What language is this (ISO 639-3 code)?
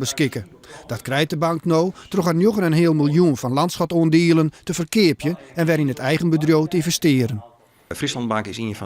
fry